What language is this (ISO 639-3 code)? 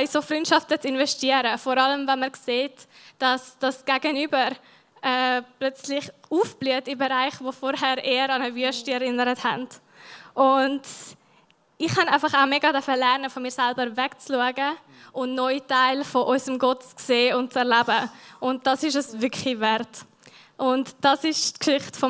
gsw